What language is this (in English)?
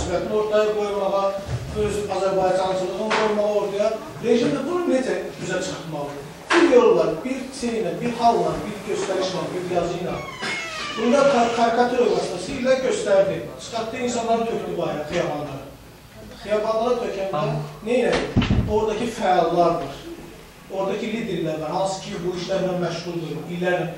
South Azerbaijani